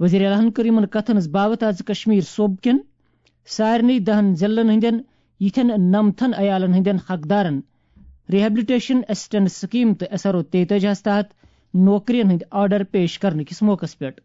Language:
Kashmiri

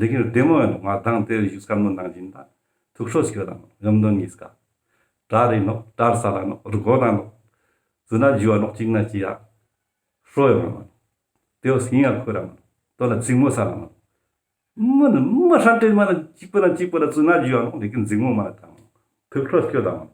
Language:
Ladakhi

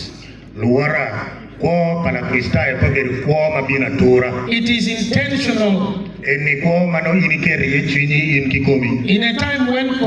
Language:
Acoli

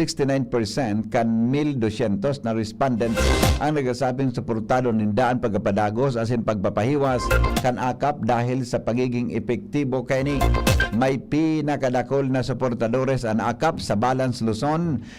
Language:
Bikol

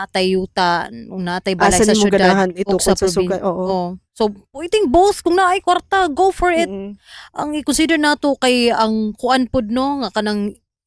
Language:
Cebuano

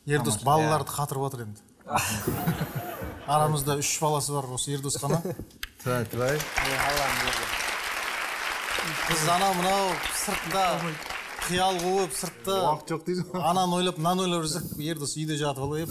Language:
Kazakh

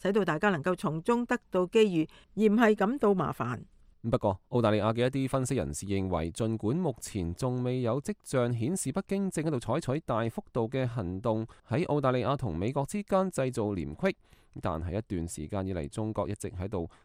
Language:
Cantonese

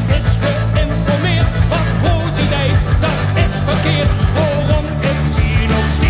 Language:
Limburgish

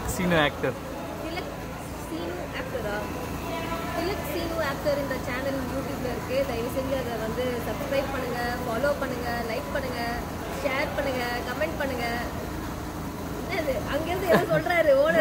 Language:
Tamil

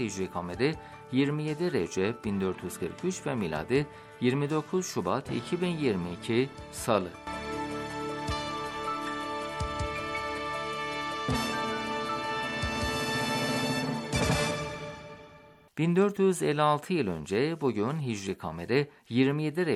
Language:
Turkish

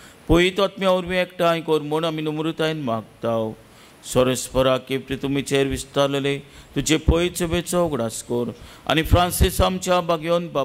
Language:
Konkani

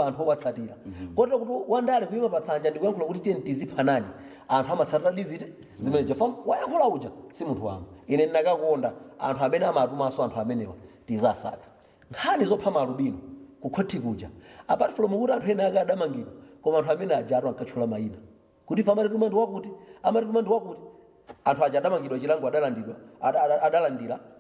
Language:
Nyanja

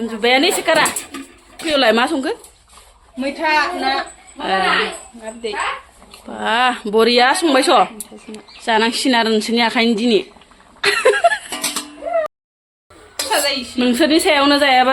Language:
Bodo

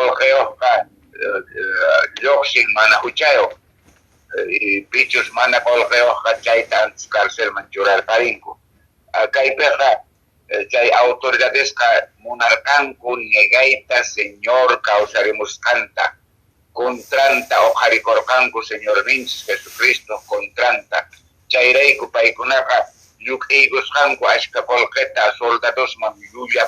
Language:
Quechua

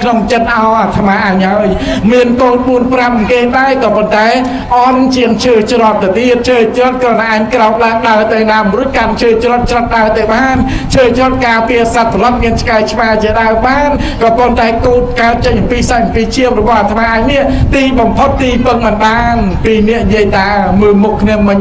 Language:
Khmer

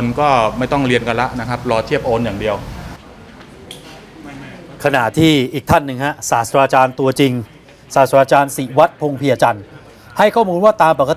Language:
Thai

